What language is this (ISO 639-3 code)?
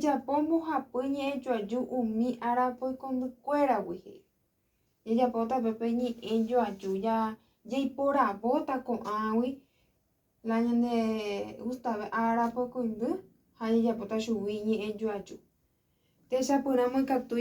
grn